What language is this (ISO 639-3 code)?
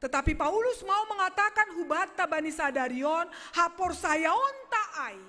bts